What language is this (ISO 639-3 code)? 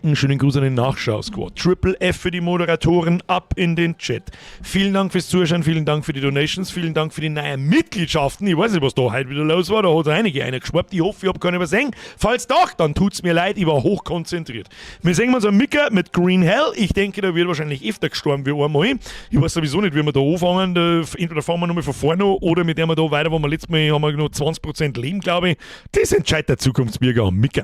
bar